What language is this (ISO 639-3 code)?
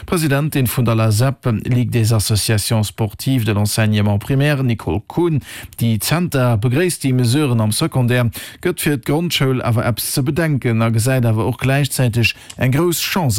ltz